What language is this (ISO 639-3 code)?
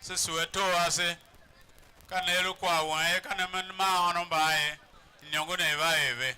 tiv